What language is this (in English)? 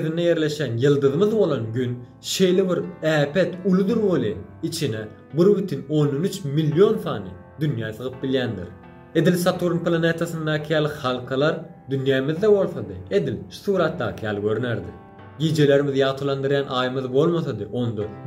Turkmen